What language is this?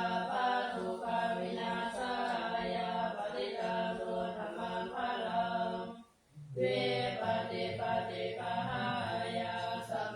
Pali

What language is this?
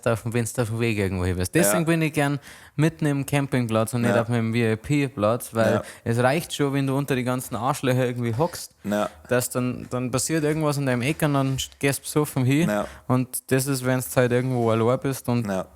Bavarian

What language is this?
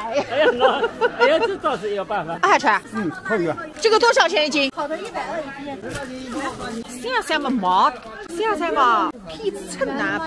Wu Chinese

